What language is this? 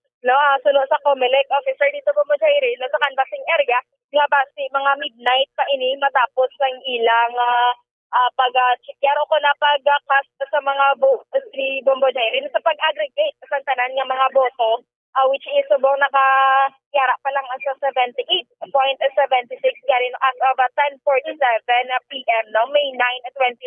Hiligaynon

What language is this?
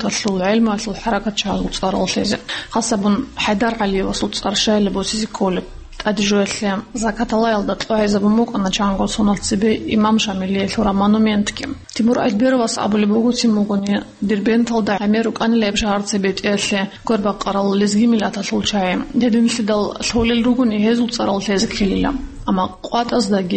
Avaric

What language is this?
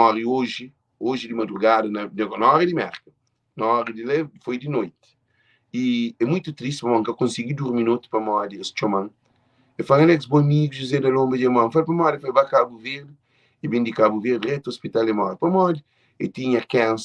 Kabuverdianu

